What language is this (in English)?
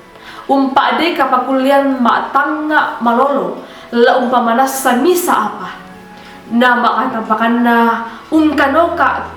Toraja-Sa'dan